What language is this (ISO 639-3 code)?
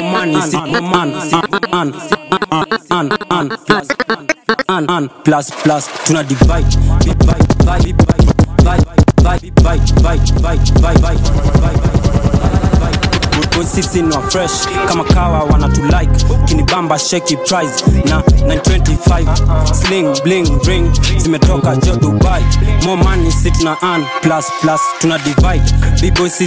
swa